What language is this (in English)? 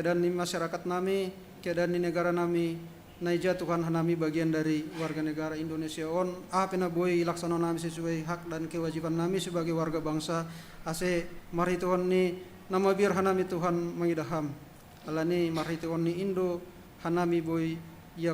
Batak Simalungun